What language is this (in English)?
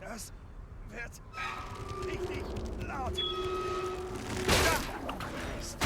Swiss German